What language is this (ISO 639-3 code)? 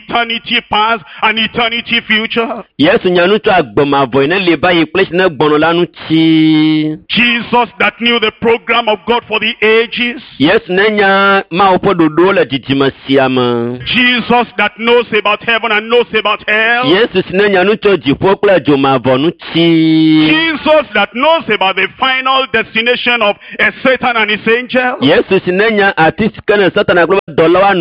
ewe